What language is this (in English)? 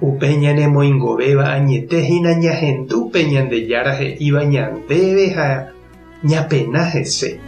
Guarani